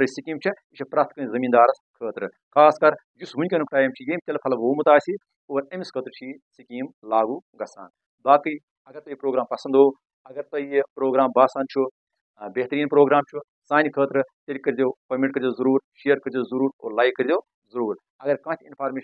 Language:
Kashmiri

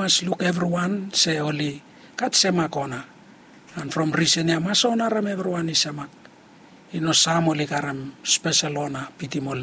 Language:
Bislama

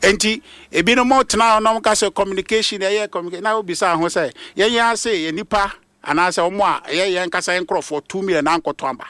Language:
Akan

